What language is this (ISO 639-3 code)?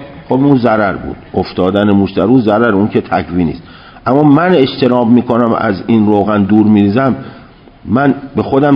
fas